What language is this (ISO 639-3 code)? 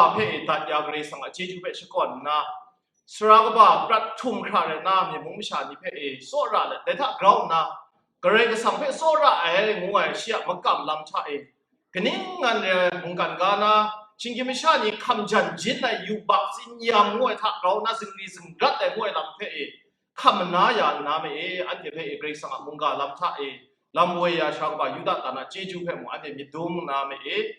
kac